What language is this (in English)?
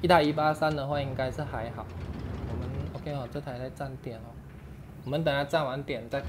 Chinese